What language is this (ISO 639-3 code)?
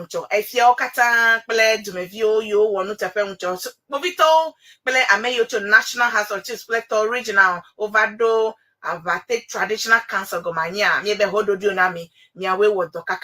ewe